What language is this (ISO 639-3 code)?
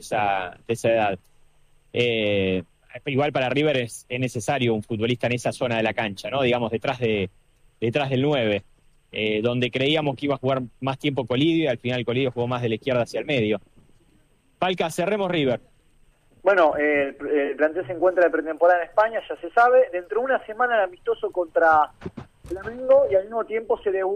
spa